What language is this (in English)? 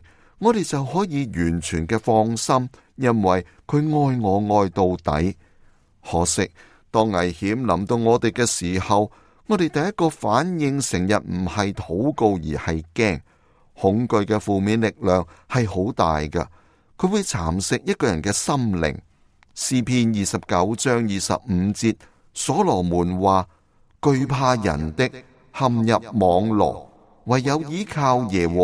Cantonese